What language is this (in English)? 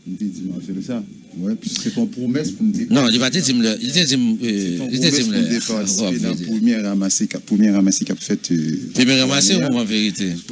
French